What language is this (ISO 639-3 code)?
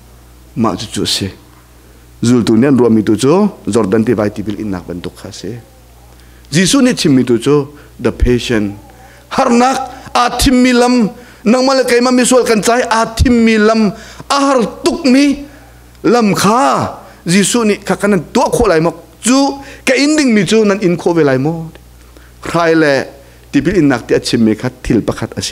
cnh